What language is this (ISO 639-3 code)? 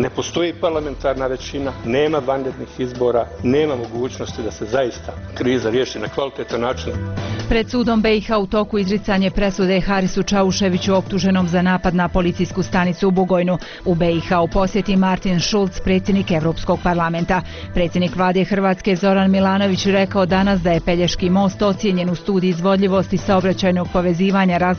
bos